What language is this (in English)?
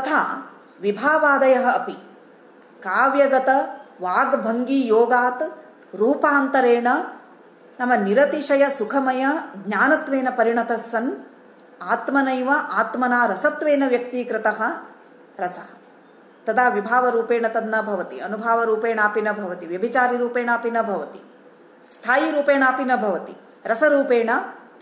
Sanskrit